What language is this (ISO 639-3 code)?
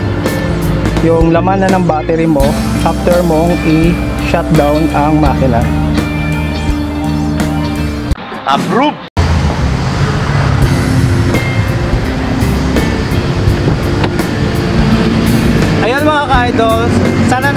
fil